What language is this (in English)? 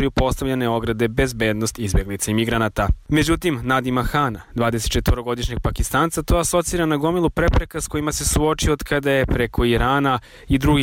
Serbian